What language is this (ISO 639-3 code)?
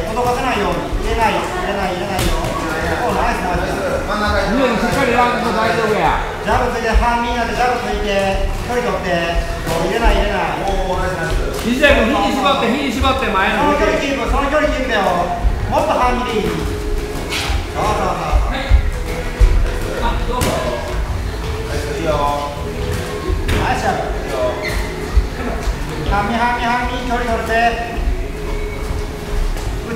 jpn